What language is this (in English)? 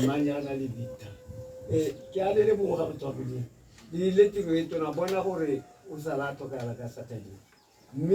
Tswana